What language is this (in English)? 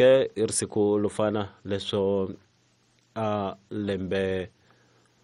Tsonga